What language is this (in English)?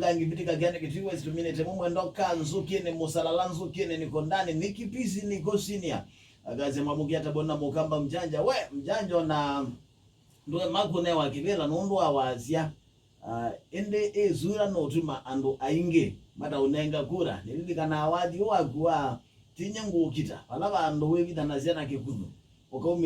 Kamba